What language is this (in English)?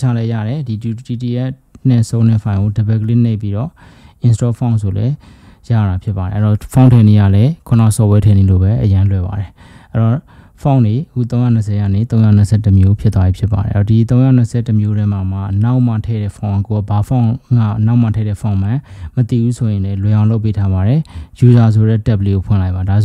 Burmese